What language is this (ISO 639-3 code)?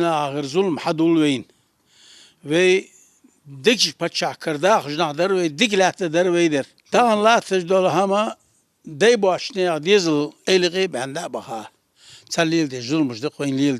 inh